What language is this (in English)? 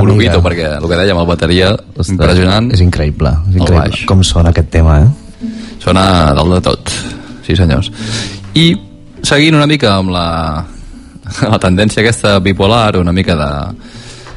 Catalan